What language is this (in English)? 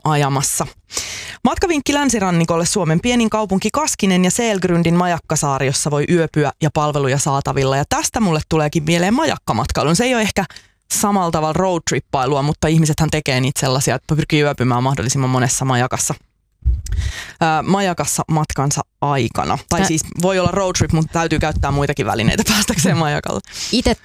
Finnish